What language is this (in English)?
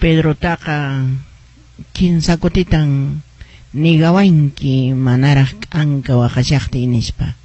Quechua